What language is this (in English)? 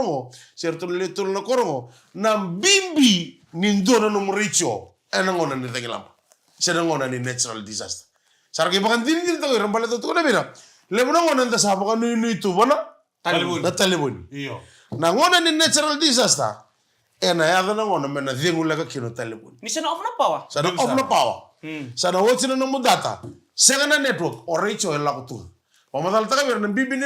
Fijian